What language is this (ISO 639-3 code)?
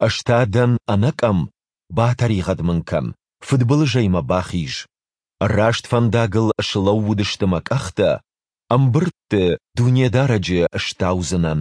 oss